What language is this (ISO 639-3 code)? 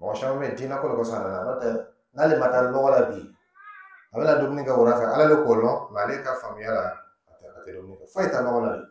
dyu